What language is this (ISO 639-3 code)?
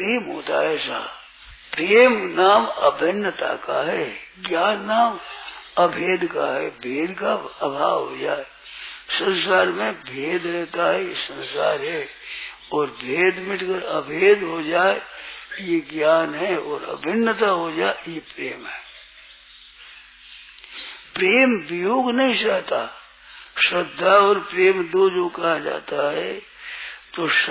hin